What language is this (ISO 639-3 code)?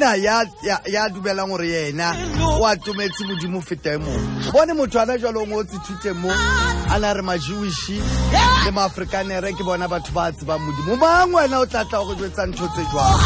sot